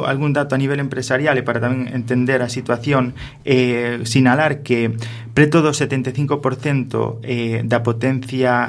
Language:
Galician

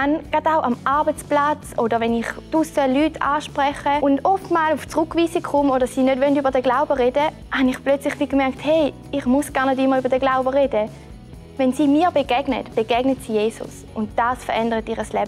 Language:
Swiss German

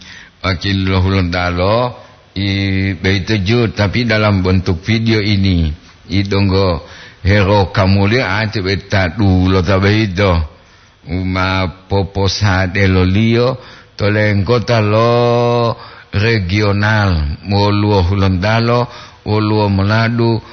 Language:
Gorontalo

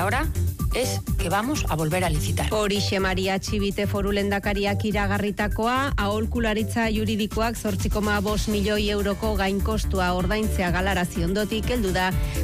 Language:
Basque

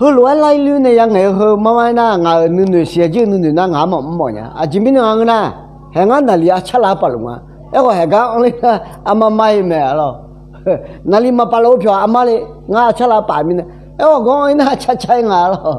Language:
Akha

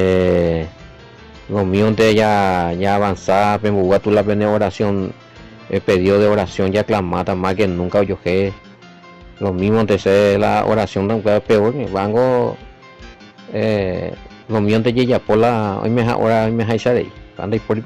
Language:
Guarani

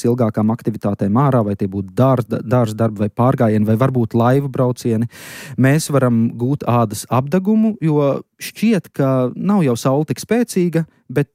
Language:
Latvian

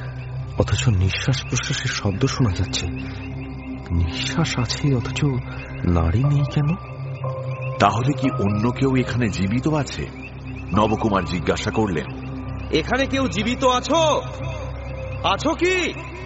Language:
Bangla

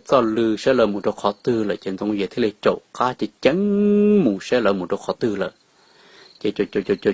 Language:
Hmong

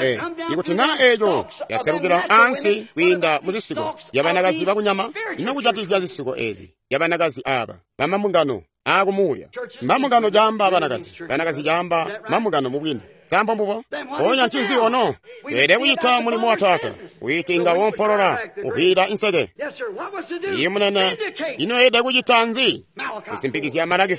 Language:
Tonga (Zambia)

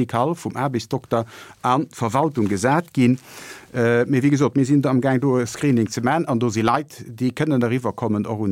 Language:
Luxembourgish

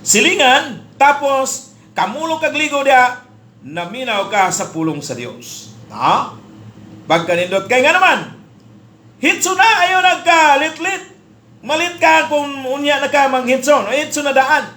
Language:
Cebuano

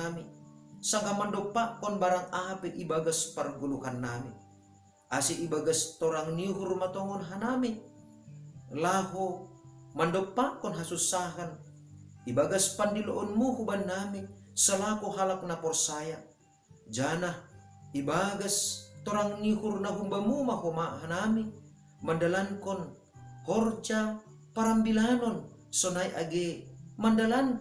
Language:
Batak Simalungun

